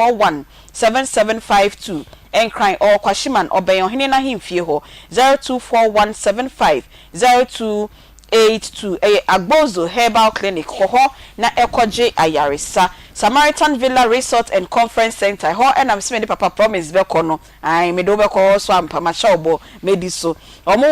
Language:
Akan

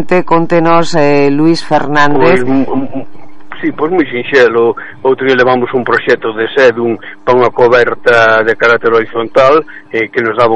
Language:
Galician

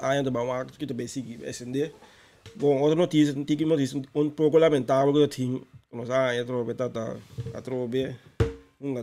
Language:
Papiamento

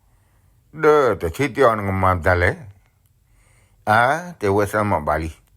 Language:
S'gaw Karen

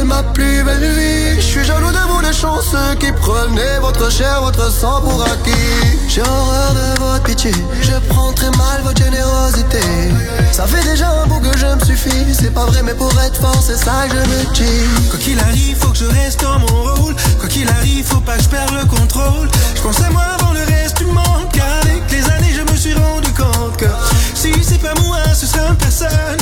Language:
French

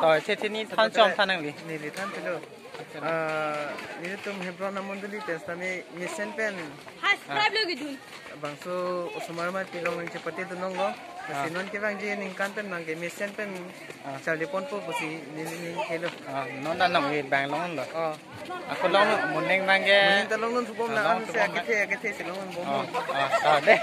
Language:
Karbi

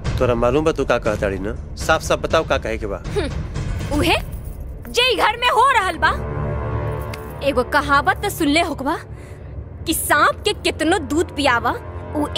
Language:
Bhojpuri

